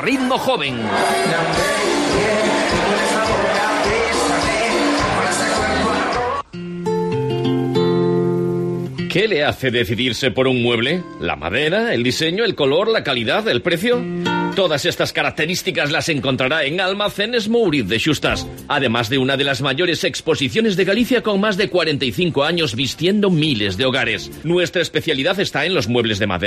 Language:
Spanish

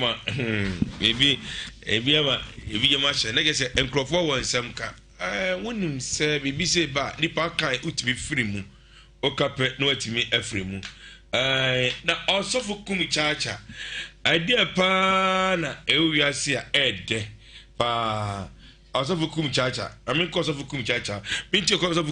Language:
Akan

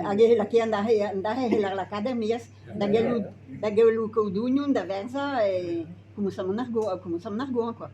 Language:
Breton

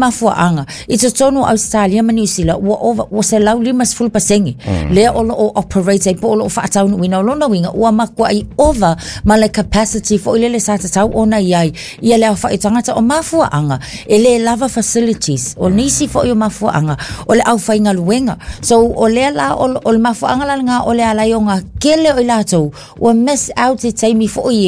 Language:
Samoan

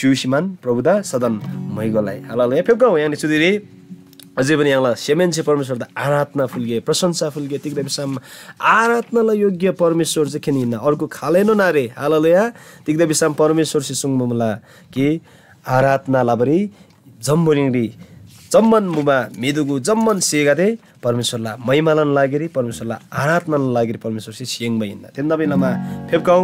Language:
Eastern Tamang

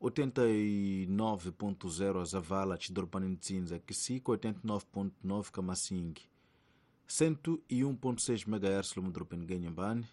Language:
Tsonga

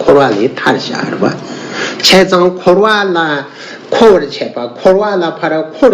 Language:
Tibetan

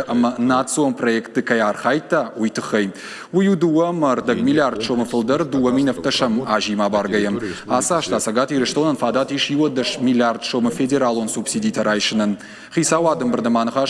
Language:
Ossetic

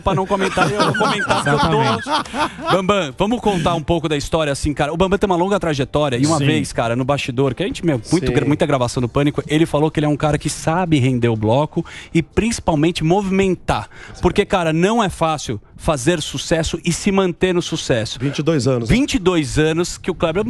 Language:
Portuguese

